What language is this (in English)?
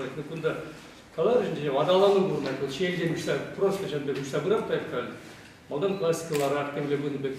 Chuvash